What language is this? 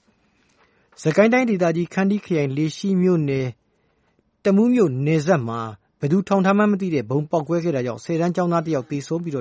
Burmese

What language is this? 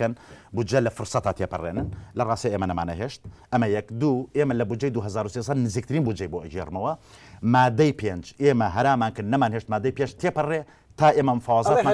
Central Kurdish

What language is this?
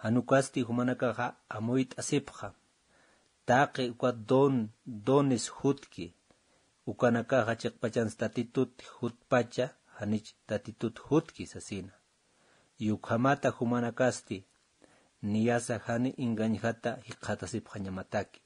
Aymara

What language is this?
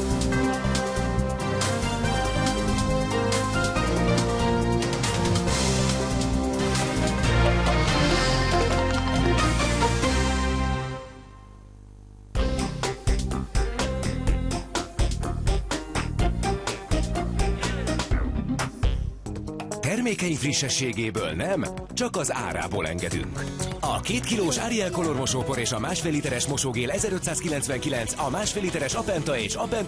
Hungarian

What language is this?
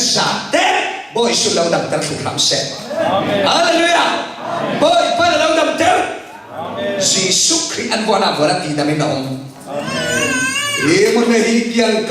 Falam Chin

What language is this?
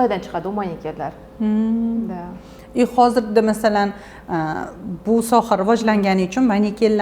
Uzbek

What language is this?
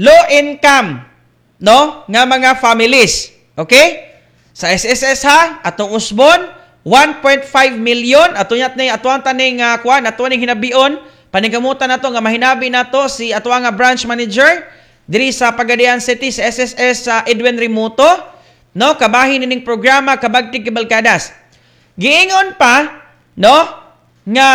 Cebuano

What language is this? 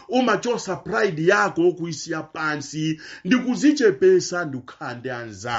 Nyanja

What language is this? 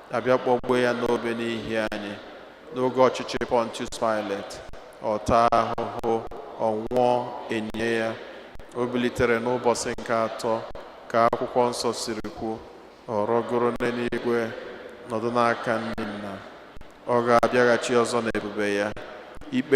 Igbo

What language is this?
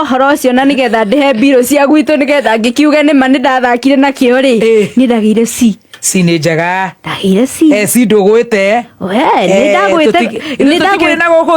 Kikuyu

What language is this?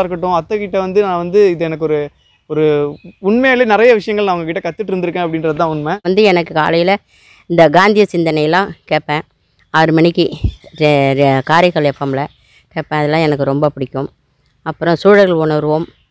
Tamil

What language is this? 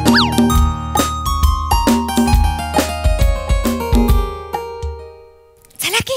Marathi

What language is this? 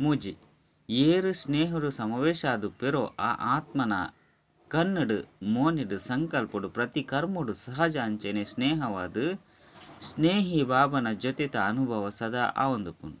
Tulu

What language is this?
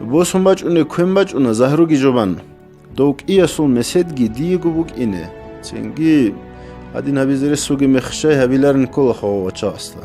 Avaric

